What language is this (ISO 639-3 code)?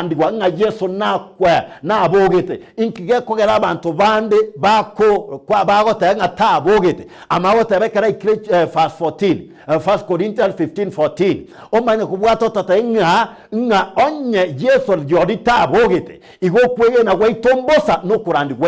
guz